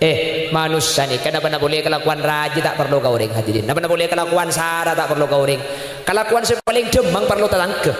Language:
Madurese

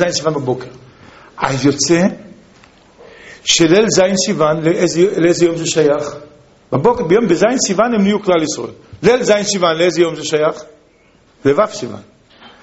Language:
Hebrew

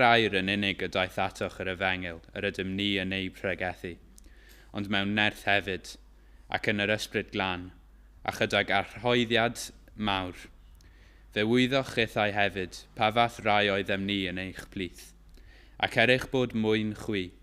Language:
Welsh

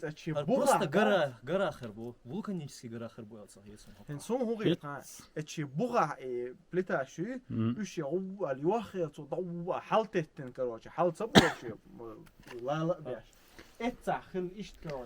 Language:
Chechen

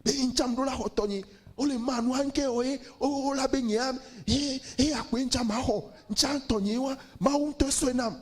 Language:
Ewe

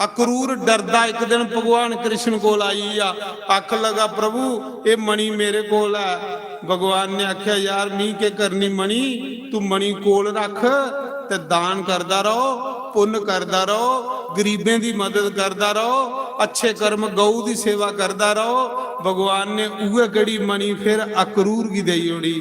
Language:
Dogri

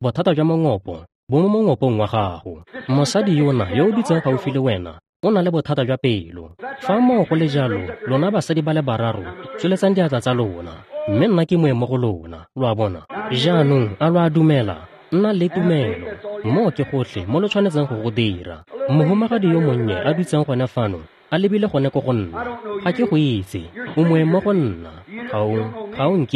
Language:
Tswana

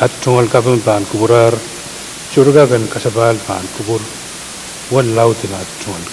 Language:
Pohnpeian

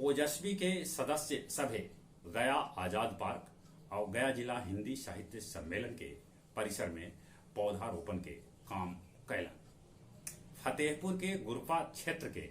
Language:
Magahi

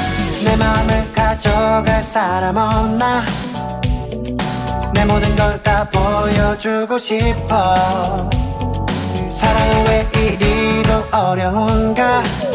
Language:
Korean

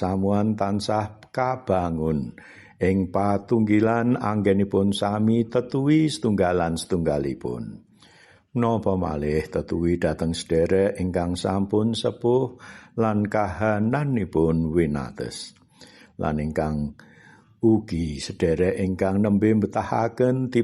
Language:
Javanese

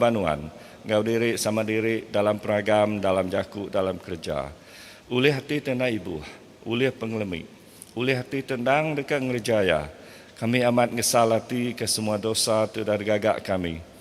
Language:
Iban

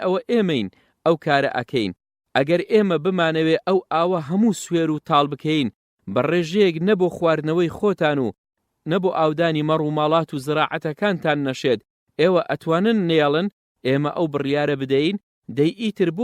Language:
Central Kurdish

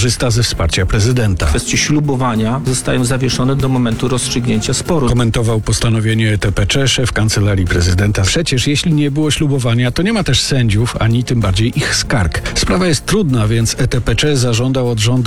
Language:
Polish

